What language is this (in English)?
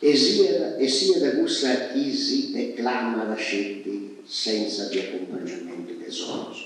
Sardinian